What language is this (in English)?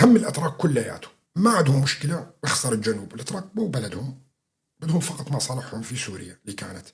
North Levantine Arabic